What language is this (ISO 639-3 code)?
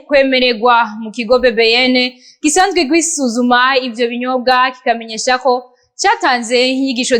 run